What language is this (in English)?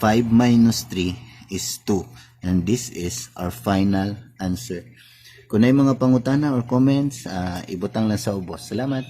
Cebuano